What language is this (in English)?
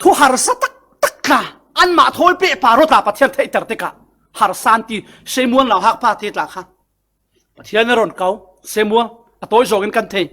Falam Chin